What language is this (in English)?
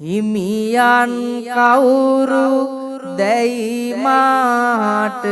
Sinhala